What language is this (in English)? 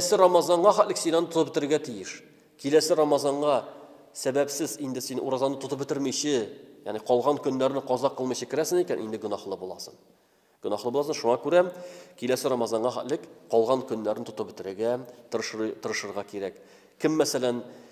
Tatar